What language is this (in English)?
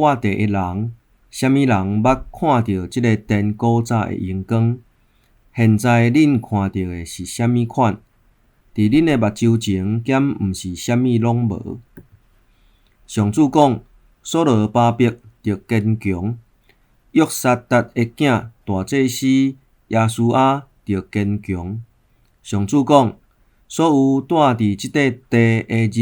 Min Nan Chinese